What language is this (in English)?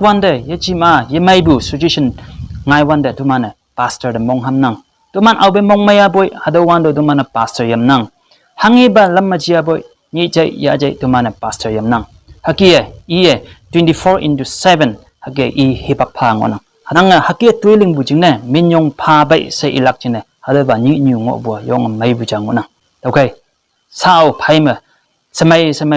Konyak Naga